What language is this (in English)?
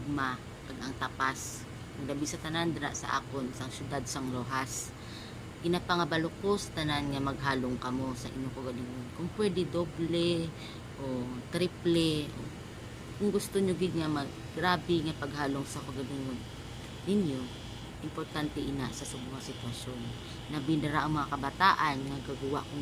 Hiligaynon